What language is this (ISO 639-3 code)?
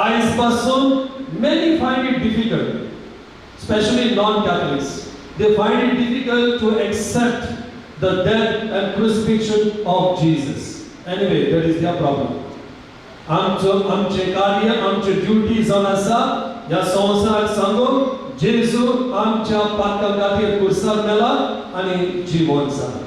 kok